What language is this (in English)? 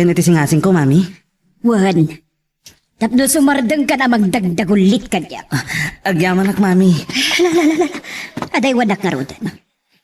Iloko